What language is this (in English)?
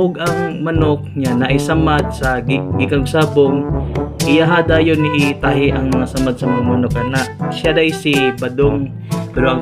Cebuano